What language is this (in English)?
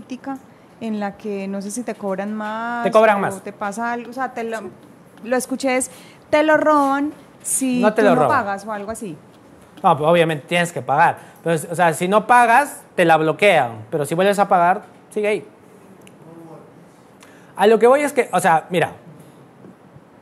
Spanish